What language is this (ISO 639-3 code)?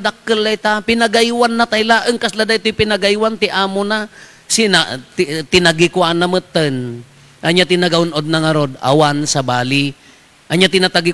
ilo